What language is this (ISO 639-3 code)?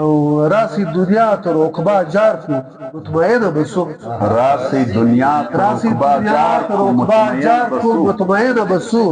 pus